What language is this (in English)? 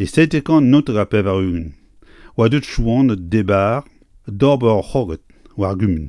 Breton